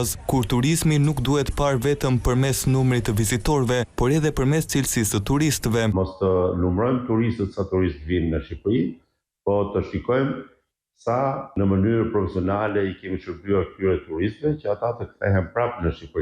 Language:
Albanian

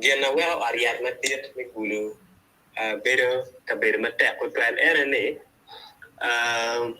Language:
Acoli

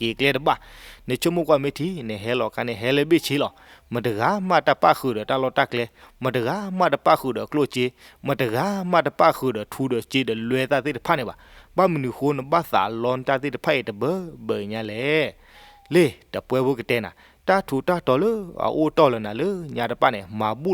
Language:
S'gaw Karen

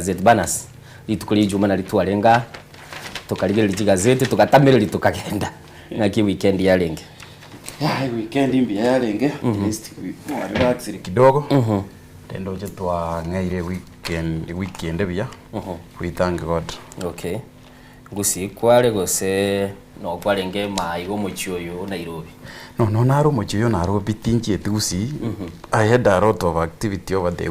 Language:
Gusii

